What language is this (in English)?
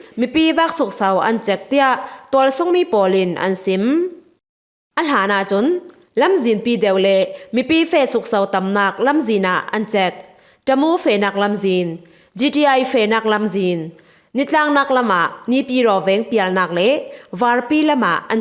Falam Chin